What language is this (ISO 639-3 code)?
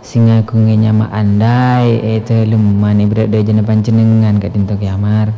mad